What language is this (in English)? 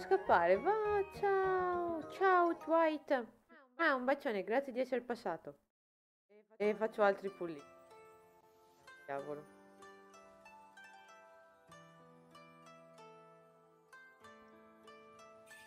Italian